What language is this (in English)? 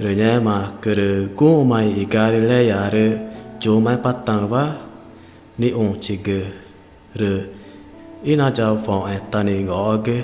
Ticuna